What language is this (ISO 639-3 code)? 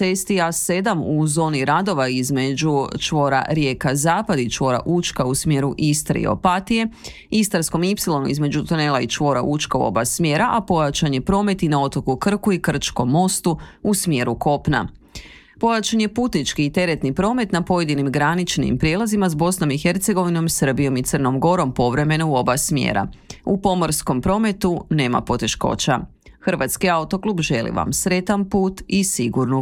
hrv